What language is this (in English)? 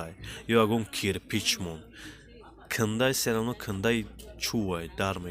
Tajik